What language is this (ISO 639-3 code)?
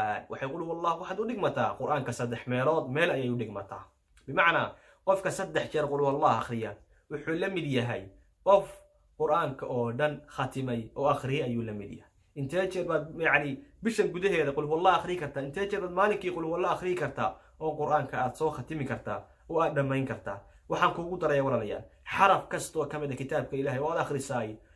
som